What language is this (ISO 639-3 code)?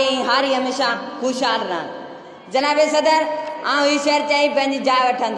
snd